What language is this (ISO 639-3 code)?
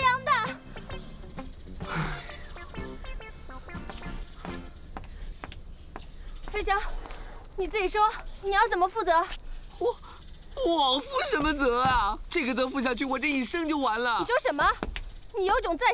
zho